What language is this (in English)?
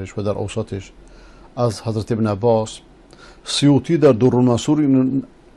Persian